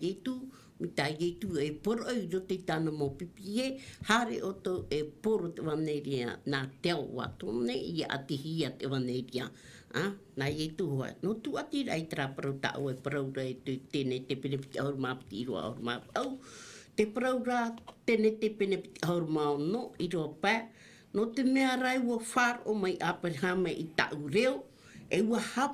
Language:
Tahitian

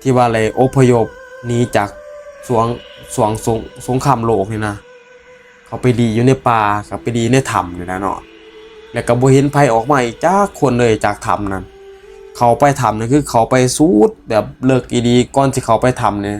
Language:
Northeastern Thai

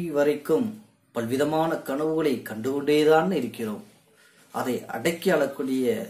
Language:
Tamil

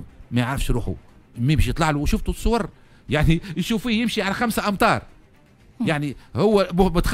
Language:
Tunisian Arabic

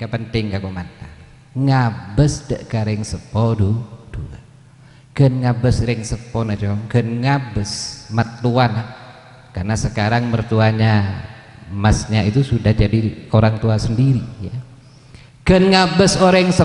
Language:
Madurese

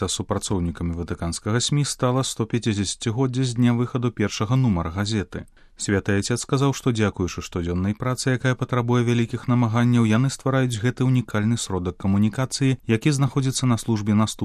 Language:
Belarusian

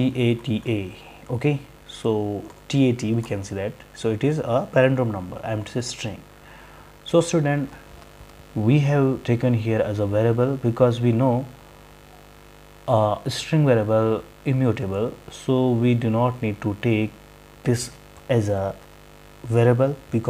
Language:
English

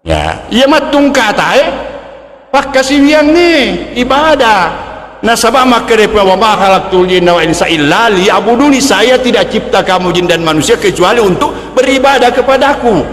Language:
Buginese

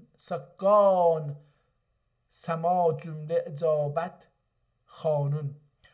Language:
South Azerbaijani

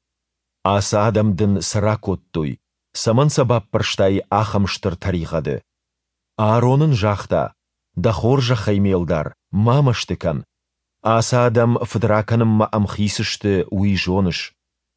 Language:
Ossetic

